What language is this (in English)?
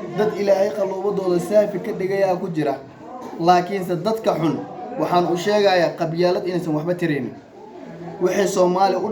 Somali